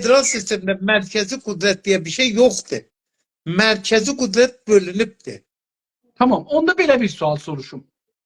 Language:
South Azerbaijani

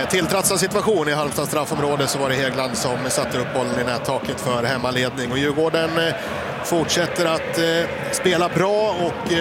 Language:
Swedish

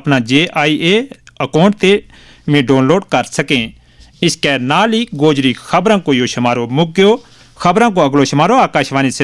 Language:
Gujari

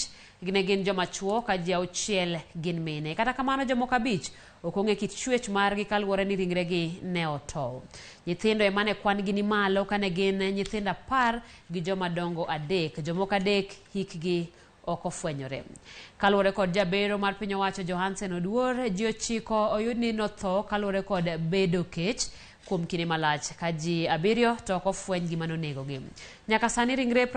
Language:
Luo (Kenya and Tanzania)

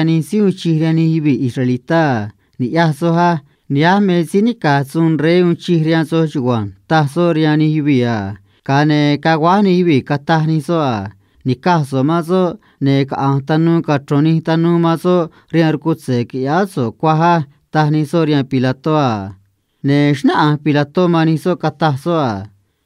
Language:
Copala Triqui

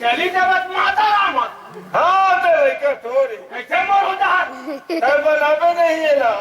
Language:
Chhattisgarhi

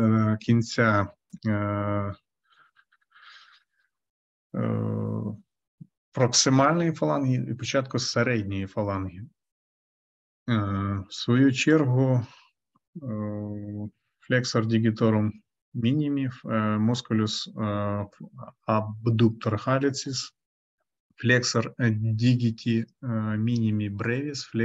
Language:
Ukrainian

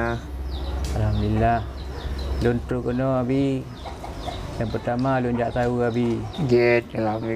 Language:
Achinese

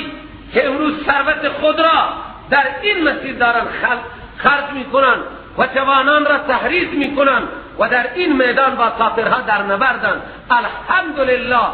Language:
Persian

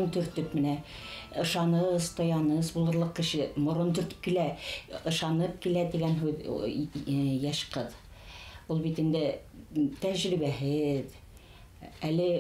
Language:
Bashkir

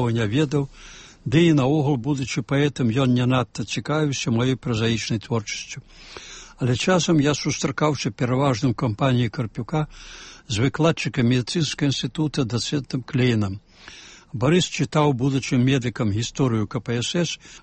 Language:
Belarusian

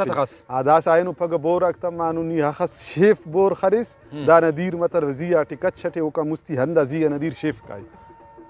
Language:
Brahui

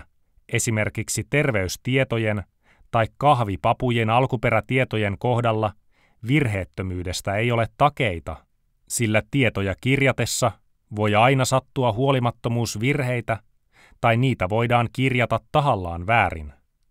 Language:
Finnish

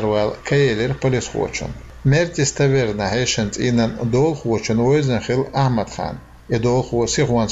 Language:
Chechen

